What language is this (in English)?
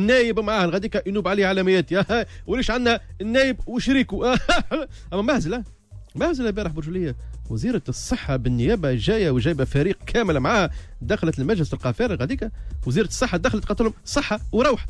Tunisian Arabic